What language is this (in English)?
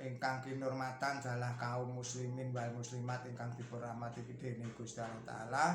Javanese